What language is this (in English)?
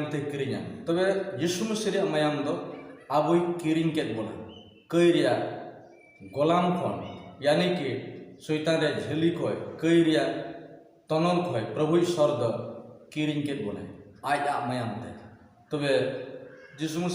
Santali